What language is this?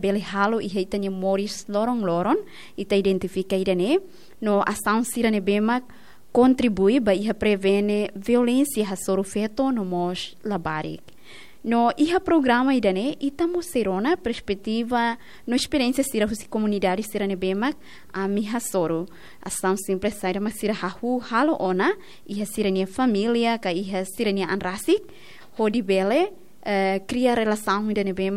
Tetum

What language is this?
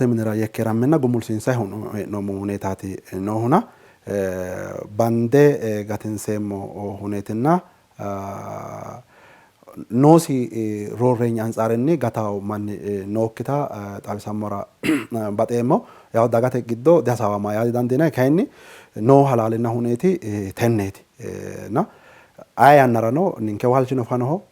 Sidamo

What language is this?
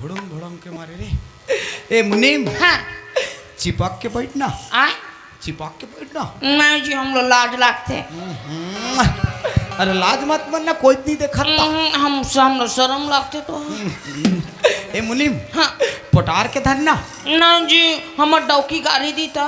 Chhattisgarhi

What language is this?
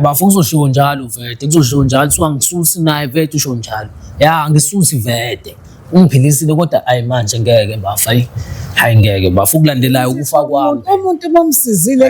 Zulu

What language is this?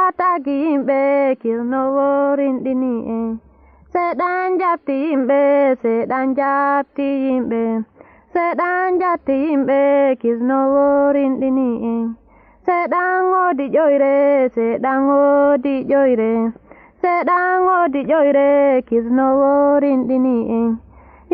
Fula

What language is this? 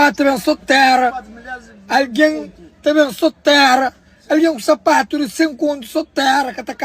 Kabuverdianu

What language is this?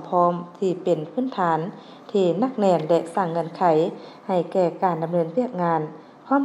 Lao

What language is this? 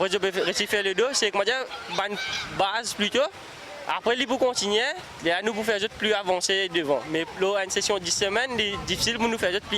Morisyen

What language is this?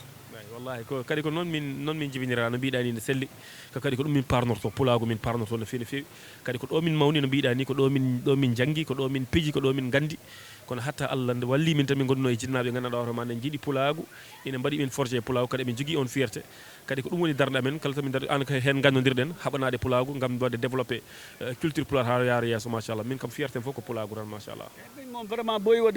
Fula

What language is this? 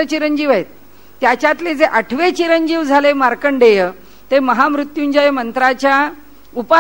Marathi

